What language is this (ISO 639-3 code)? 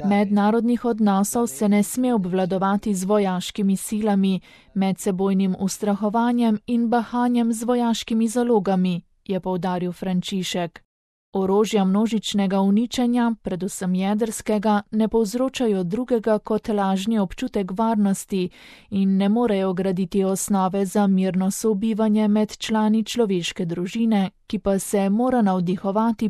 slv